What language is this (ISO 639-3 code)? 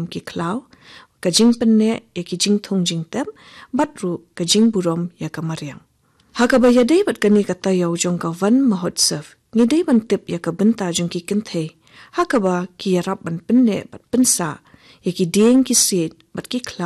kha